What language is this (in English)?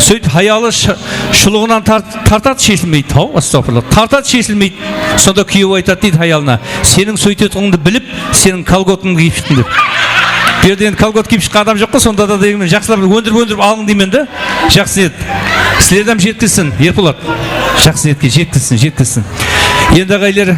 Kara-Kalpak